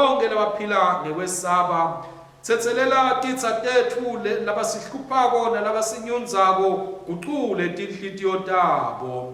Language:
Swati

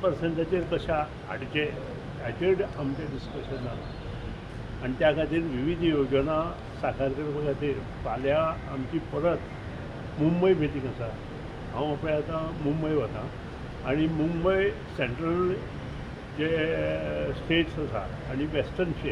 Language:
Konkani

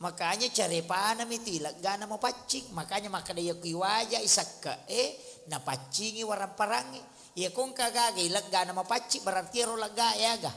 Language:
Buginese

